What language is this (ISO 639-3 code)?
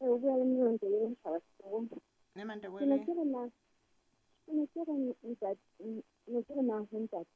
sot